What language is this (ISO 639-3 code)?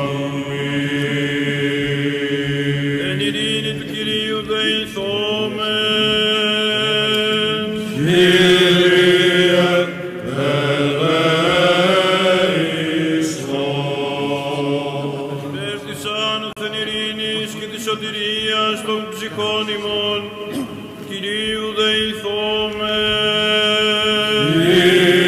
ell